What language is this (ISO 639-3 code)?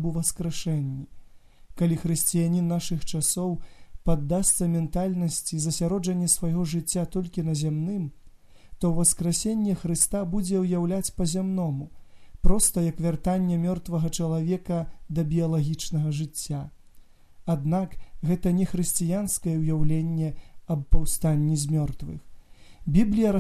bel